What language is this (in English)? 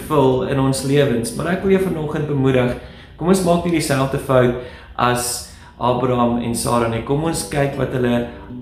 Afrikaans